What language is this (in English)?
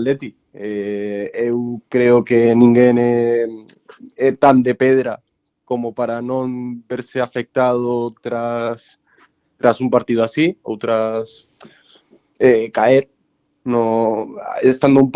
Galician